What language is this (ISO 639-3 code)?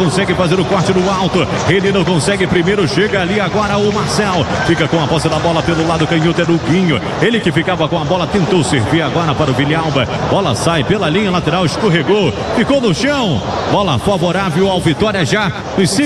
por